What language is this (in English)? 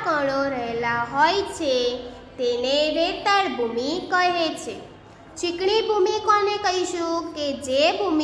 Gujarati